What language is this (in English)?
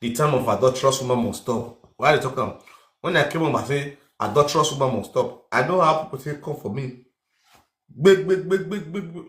Nigerian Pidgin